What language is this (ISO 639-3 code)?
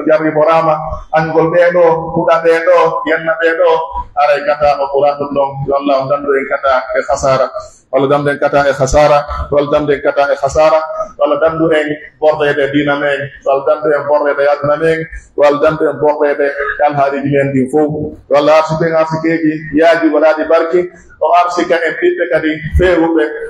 fuf